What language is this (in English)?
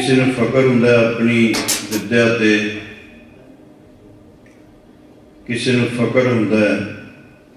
Punjabi